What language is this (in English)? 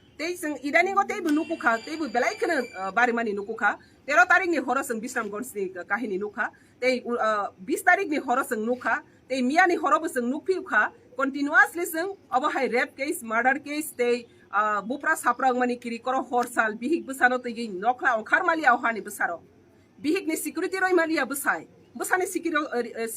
Riang (India)